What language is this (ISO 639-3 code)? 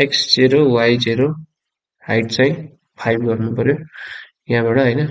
nep